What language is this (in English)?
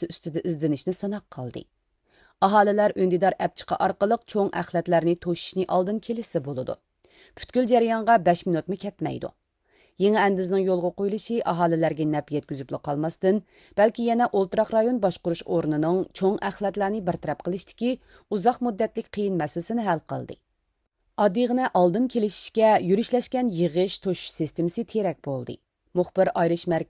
Uyghur